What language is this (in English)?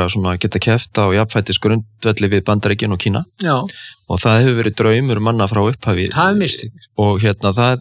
Icelandic